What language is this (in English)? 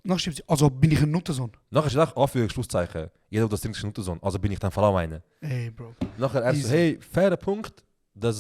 Swiss German